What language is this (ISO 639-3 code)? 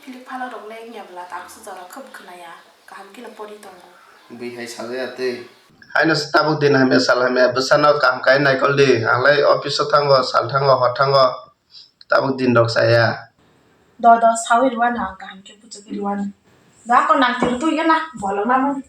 trp